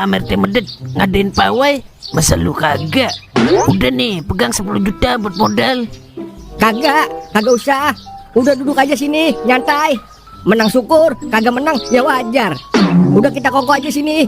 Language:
Betawi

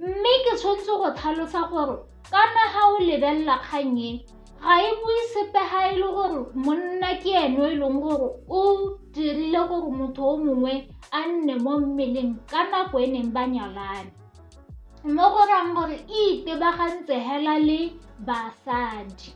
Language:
Tswana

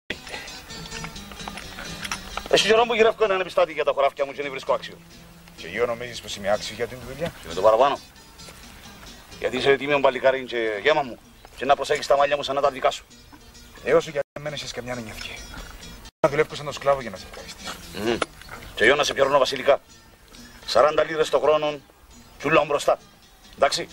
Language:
Greek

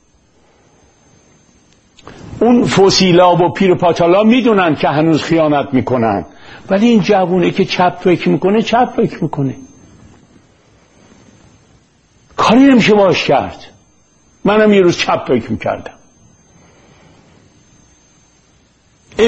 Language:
Persian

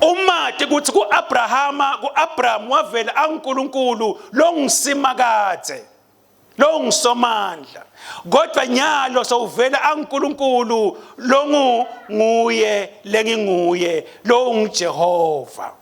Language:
Swati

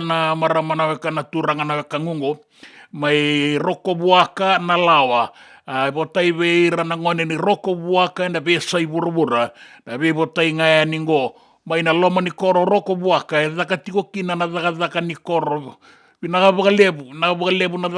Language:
Fijian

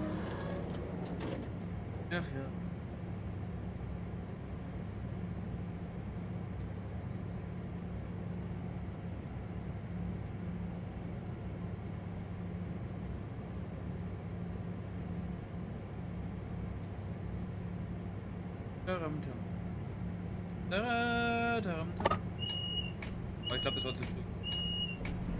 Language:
German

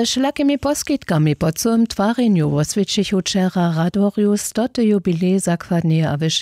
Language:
Upper Sorbian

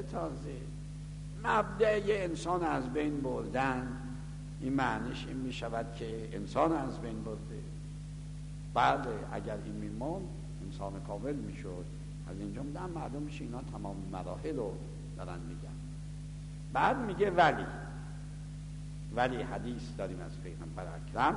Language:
Persian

